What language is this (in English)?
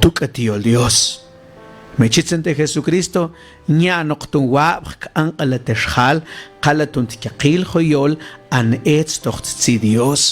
Mam